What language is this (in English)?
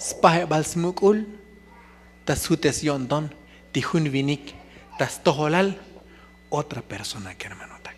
Tzotzil